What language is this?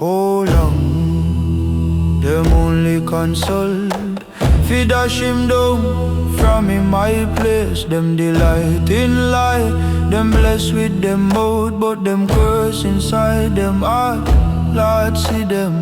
Jamaican Creole English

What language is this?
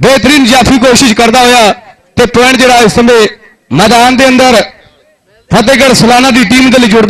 Punjabi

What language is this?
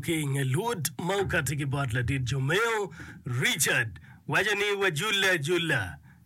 Acoli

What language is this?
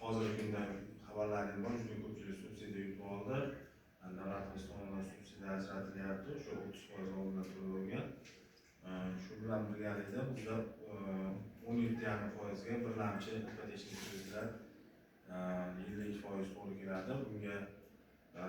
Uzbek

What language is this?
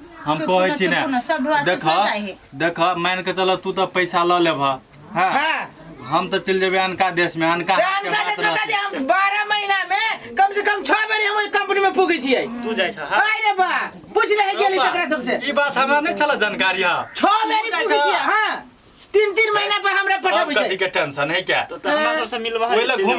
Maithili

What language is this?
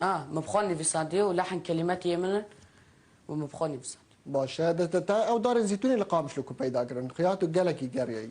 Kurdish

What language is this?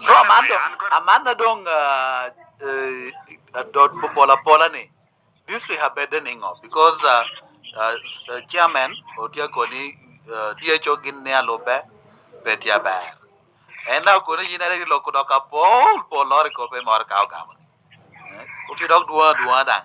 Lango (Uganda)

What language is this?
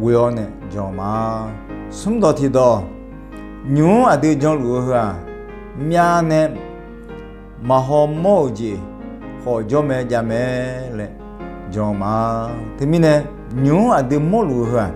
Akha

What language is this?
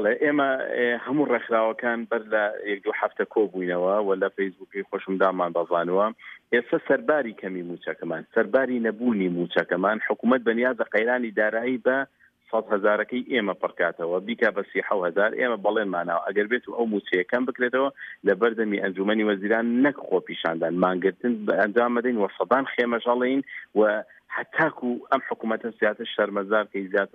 Central Kurdish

